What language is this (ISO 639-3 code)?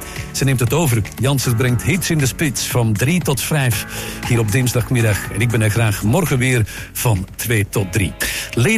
nld